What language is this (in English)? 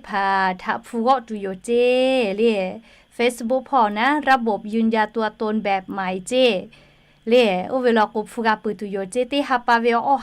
Lahu